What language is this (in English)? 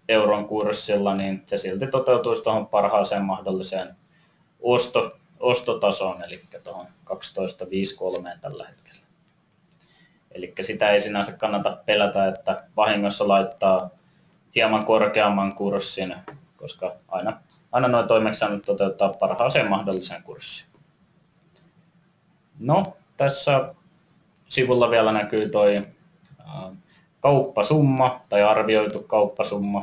Finnish